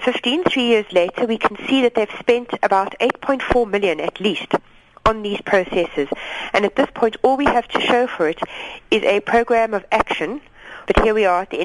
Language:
English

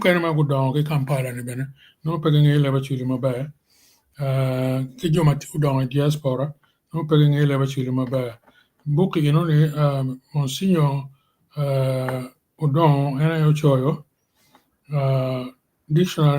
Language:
Acoli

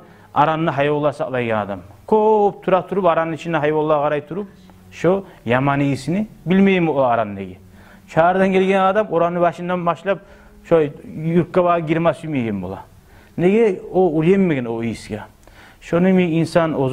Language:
Kumyk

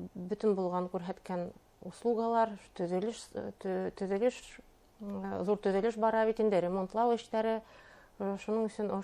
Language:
Bashkir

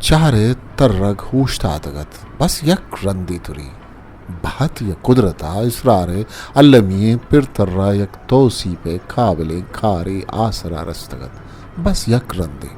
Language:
Eastern Balochi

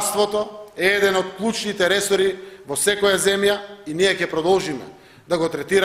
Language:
Macedonian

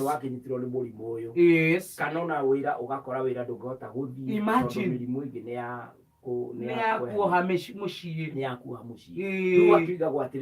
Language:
Kikuyu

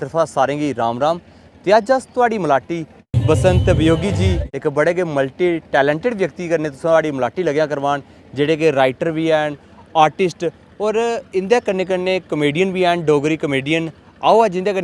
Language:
Dogri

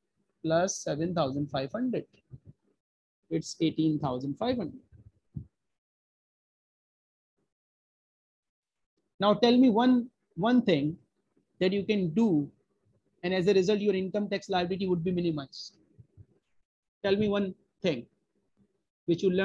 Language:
English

